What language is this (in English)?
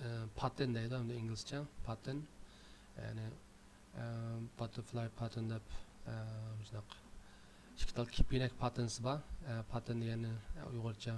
Uyghur